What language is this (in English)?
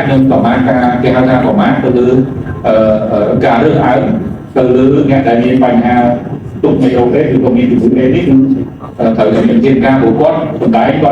Khmer